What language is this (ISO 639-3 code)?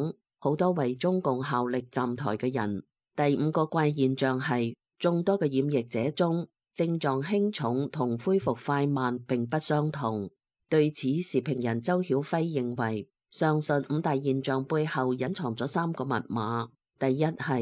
yue